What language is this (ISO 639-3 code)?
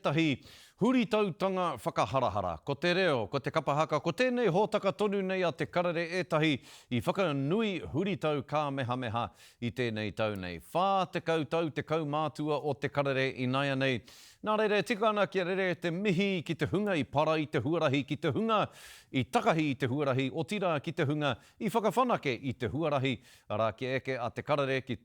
mri